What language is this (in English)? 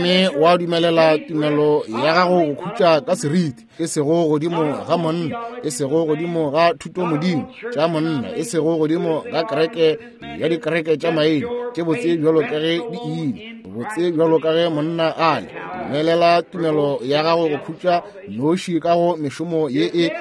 Northern Sotho